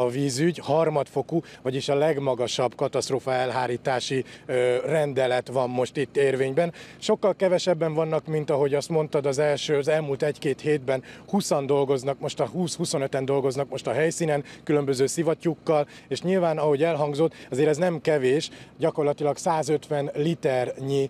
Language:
Hungarian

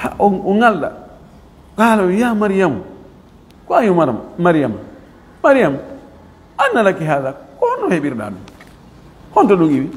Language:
Fula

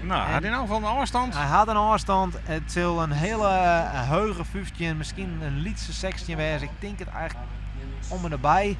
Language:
Western Frisian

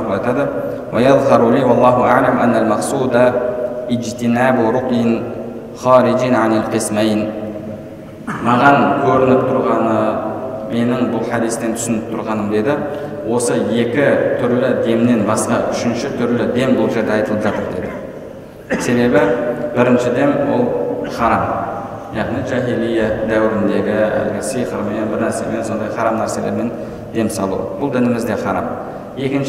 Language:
Kazakh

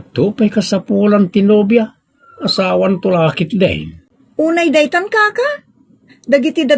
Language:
Iloko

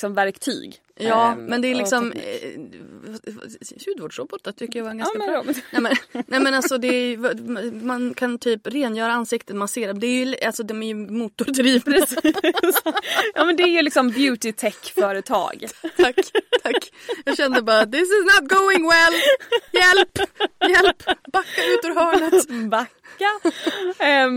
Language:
Swedish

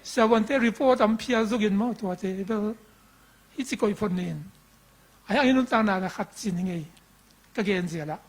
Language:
Tedim Chin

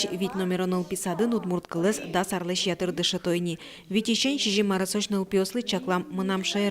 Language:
Udmurt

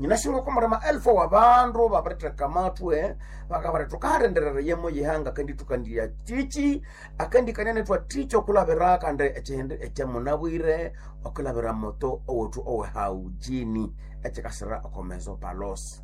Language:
Nande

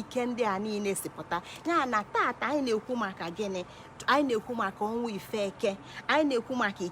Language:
Igbo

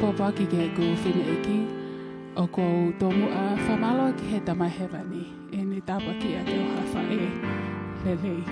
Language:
Tongan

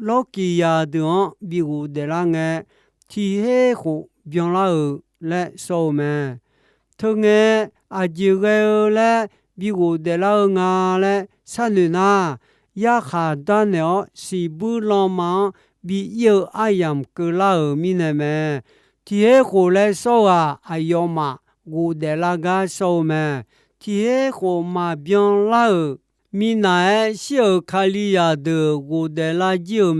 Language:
Akha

